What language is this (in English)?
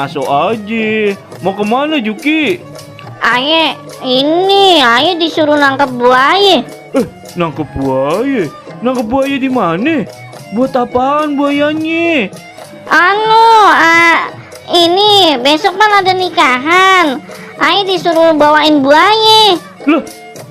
Betawi